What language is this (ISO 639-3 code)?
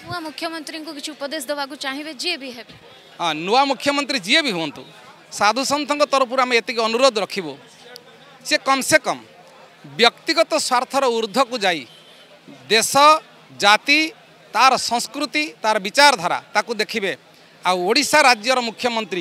ori